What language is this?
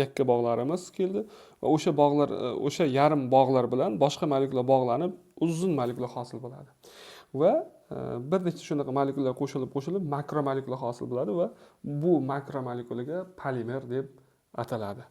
Uzbek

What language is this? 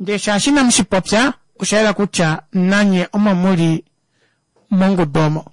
Kuanyama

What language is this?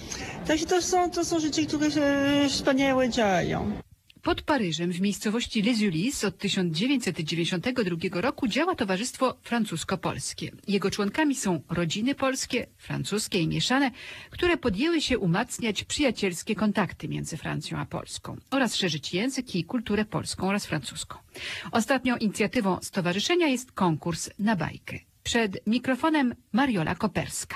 Polish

